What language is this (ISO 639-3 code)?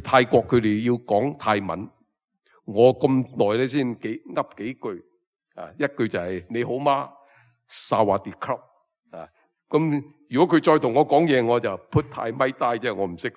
yue